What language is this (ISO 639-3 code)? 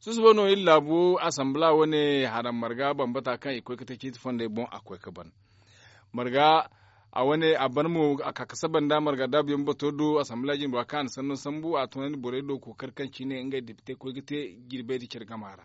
dje